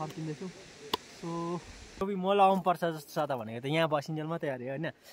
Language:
Nepali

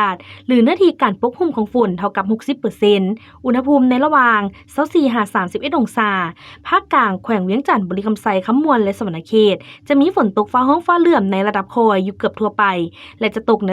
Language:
Lao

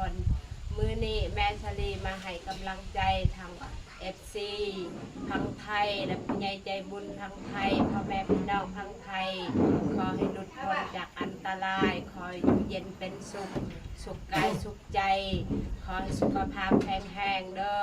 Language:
Lao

